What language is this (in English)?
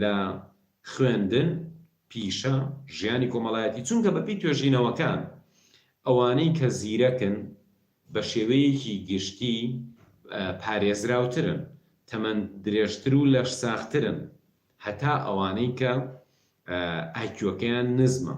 Central Kurdish